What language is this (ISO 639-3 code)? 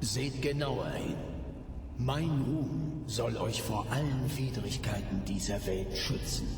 bar